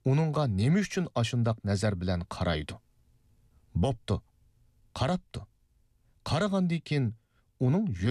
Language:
Uyghur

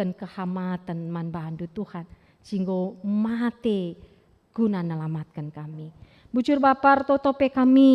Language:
Batak Karo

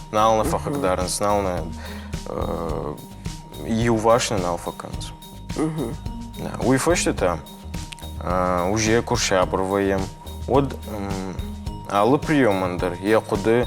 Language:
Ossetic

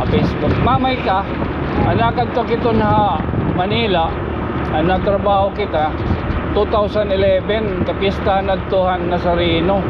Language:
Waray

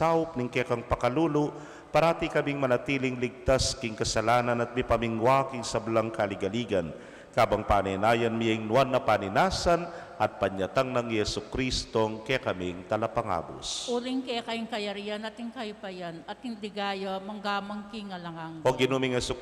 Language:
Pampanga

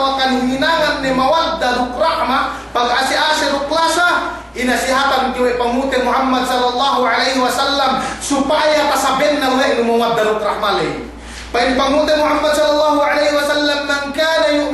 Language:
Yakan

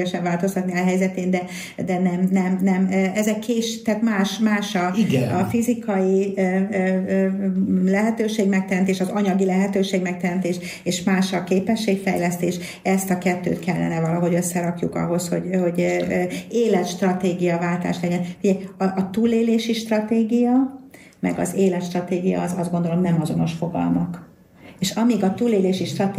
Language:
Hungarian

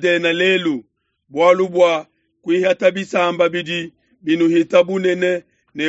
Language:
Luba-Lulua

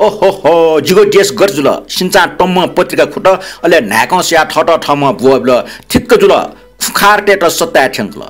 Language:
Newari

